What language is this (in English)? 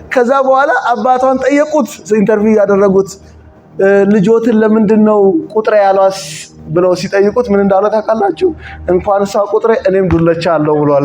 Amharic